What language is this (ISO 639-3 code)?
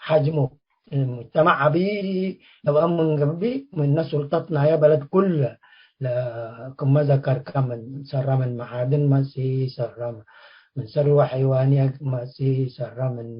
tig